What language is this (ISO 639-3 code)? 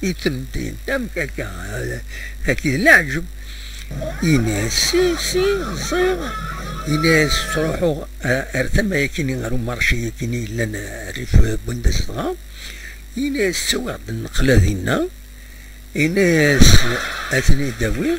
kab